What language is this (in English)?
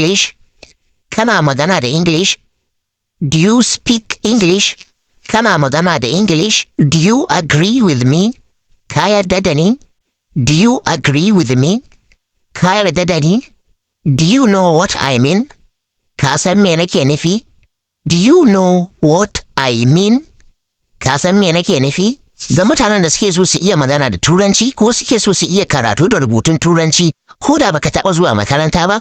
Hausa